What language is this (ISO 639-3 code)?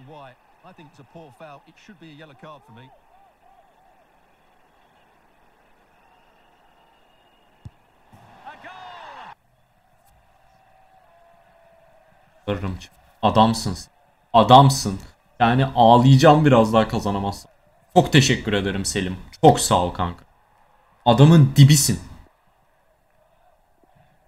tur